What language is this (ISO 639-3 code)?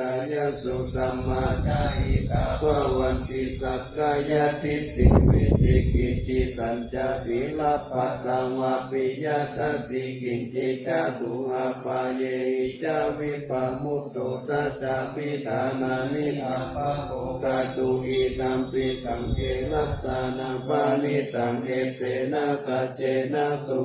pli